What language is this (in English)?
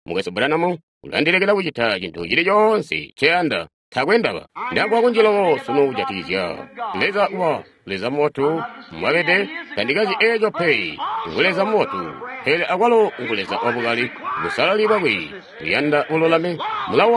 Tonga (Zambia)